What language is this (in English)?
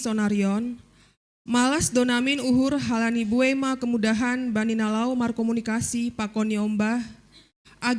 Batak Simalungun